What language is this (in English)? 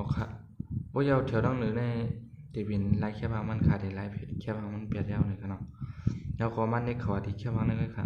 Shan